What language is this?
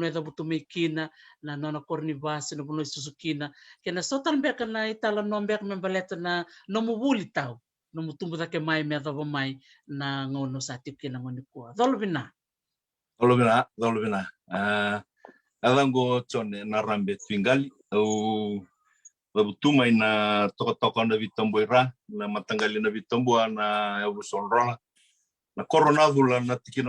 Fijian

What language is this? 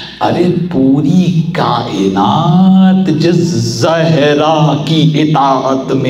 Urdu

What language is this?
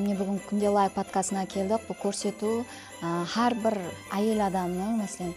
Kara-Kalpak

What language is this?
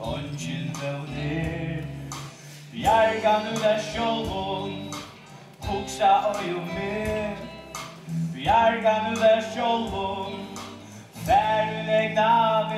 Faroese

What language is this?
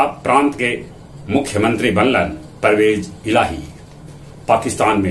Magahi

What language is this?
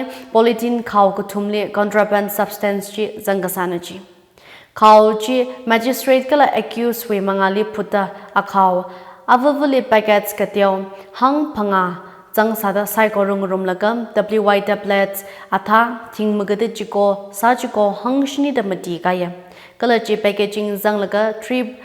Tangkhul Naga (India)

